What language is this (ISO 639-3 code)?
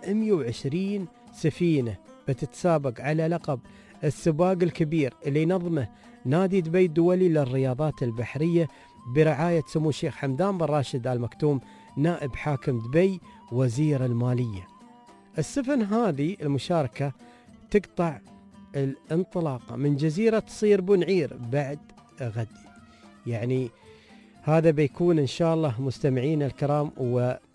afb